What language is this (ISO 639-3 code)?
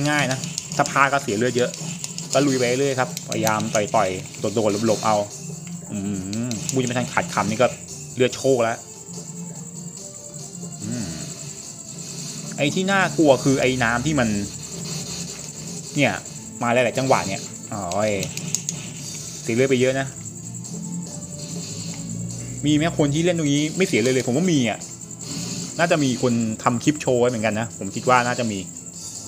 tha